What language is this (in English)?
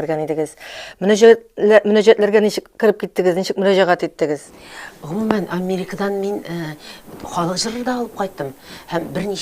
Tatar